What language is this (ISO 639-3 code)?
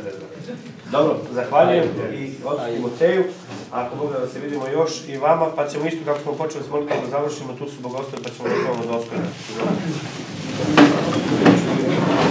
srp